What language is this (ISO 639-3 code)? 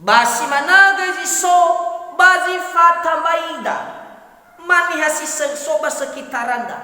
nia